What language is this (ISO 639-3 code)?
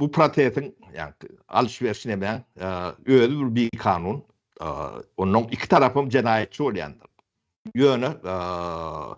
tuk